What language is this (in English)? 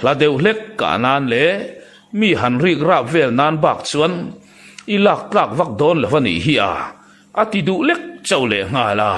Mizo